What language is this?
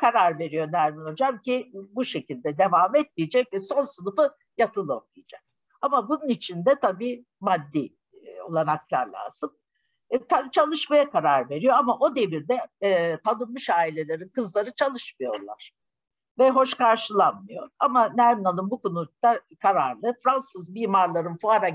Turkish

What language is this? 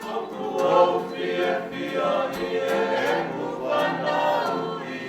Tongan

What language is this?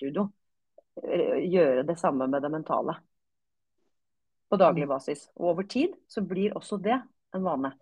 Norwegian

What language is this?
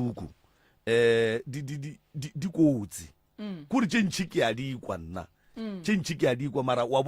Northern Sotho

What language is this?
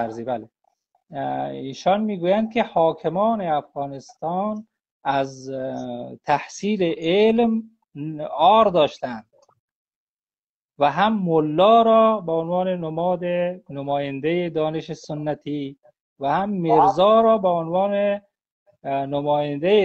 Persian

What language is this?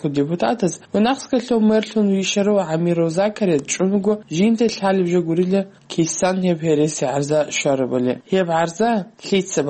Avaric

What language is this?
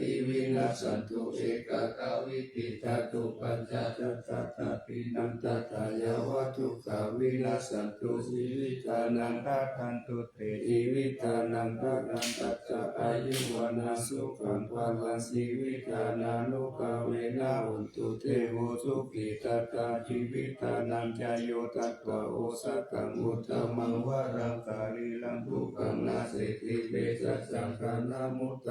Pali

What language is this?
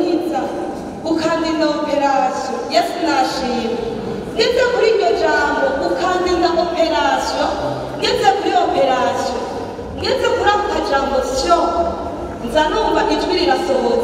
Rundi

